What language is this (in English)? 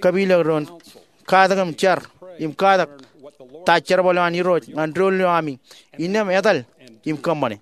Marshallese